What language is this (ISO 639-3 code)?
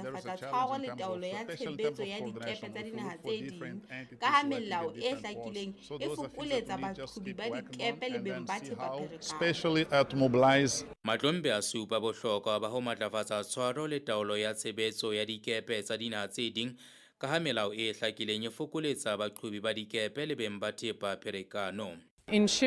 sot